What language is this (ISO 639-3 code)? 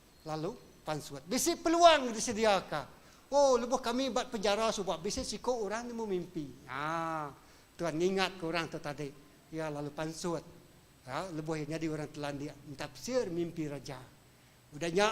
iba